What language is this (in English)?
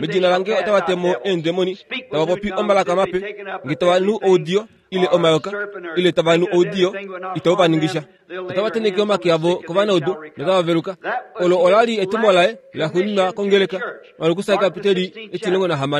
Kuanyama